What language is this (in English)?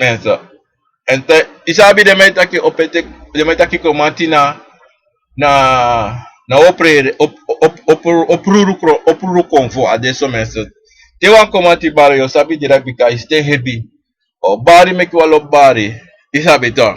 Sranan Tongo